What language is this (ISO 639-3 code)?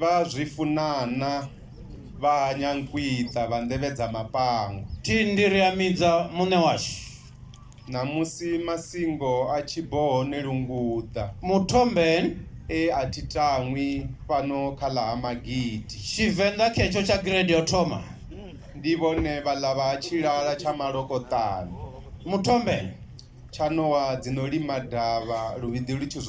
ven